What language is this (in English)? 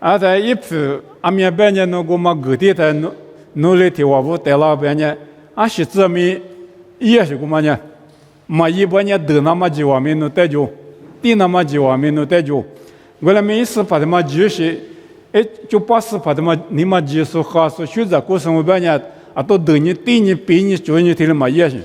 Lisu